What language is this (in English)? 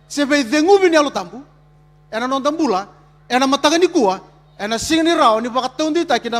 Fijian